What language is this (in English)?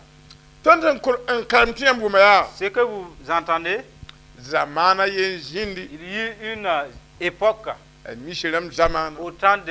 Mossi